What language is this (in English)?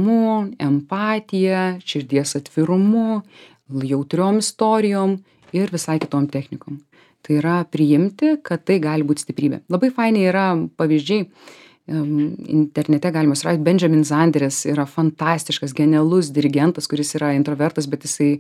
Lithuanian